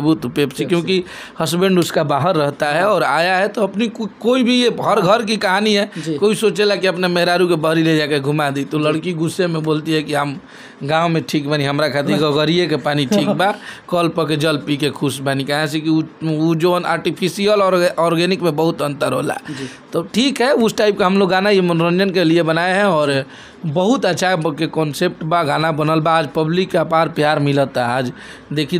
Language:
Bhojpuri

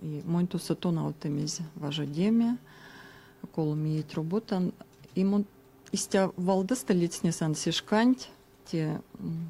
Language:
Erzya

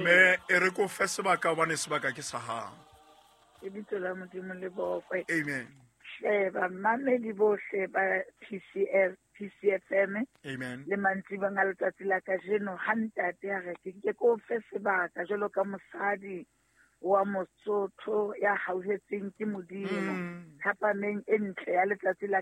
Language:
Southern Sotho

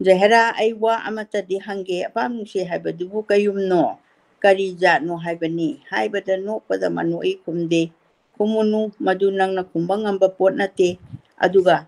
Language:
Manipuri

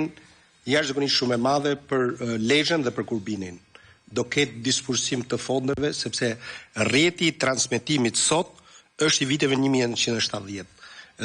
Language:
Albanian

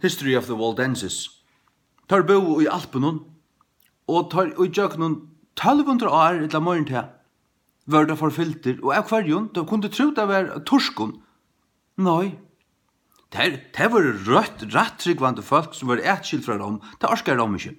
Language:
Faroese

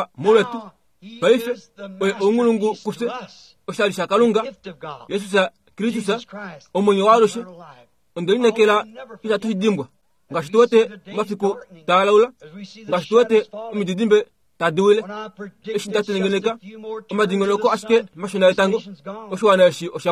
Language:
Kuanyama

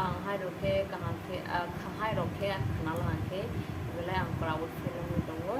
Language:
Kok Borok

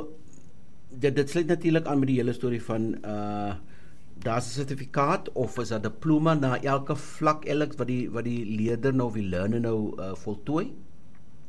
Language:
Afrikaans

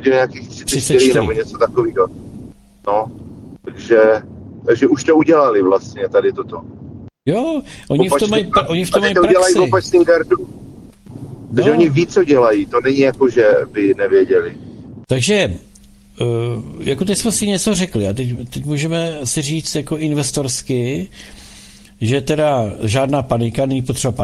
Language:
Czech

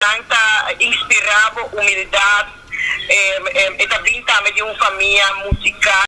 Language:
Papiamento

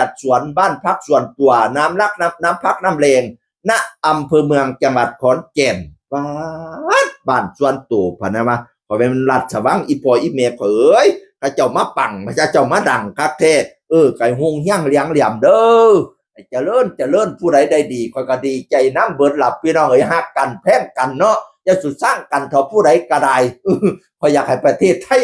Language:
Northeastern Thai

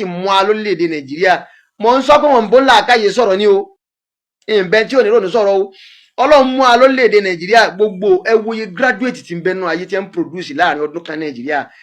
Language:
Yoruba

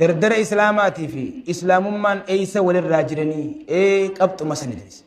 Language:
Oromo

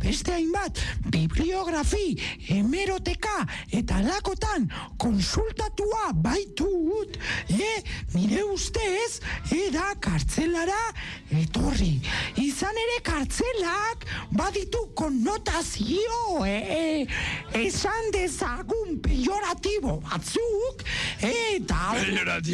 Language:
Basque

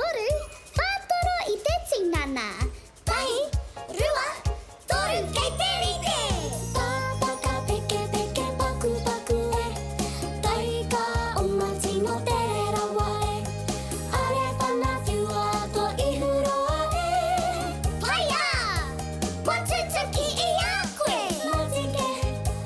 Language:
Māori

